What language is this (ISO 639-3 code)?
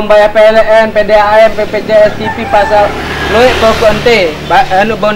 sas